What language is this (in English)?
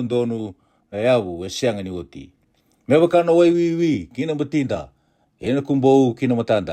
Fijian